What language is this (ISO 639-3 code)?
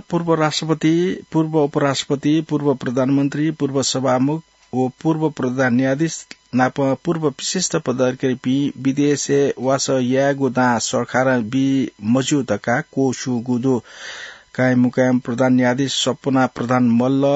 new